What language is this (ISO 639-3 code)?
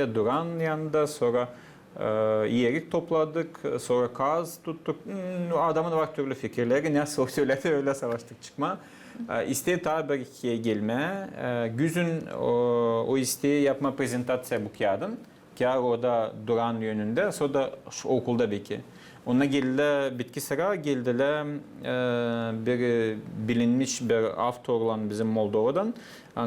gag